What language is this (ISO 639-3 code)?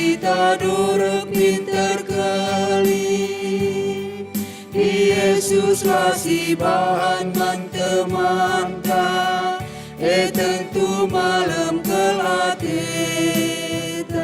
btx